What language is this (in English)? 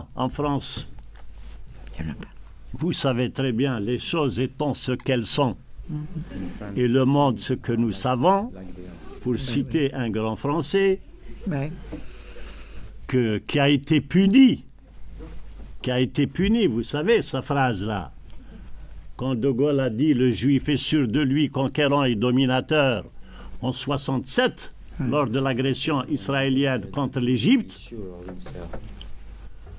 French